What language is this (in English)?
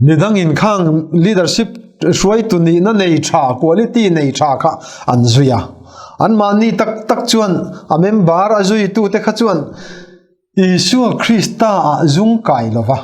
Mizo